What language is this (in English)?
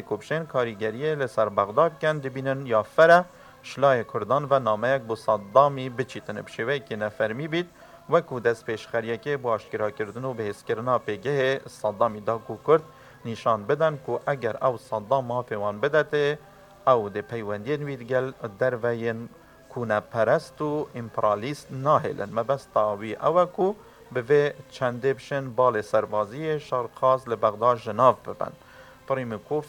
Kurdish